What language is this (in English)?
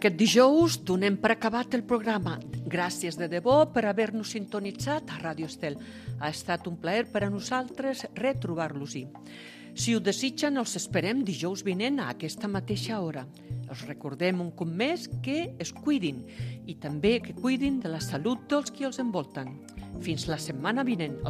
Catalan